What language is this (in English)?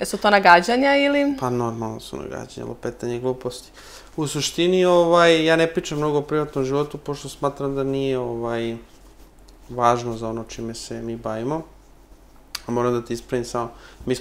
Serbian